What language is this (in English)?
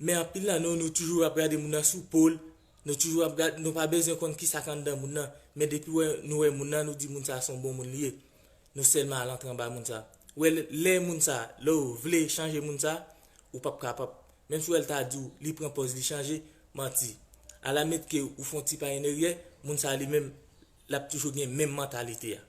Haitian Creole